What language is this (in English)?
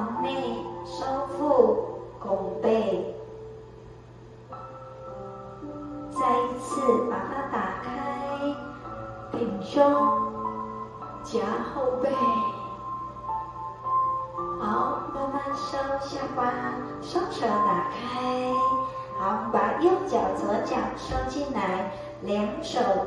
Chinese